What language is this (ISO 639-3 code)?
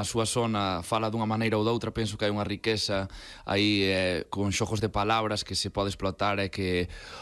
glg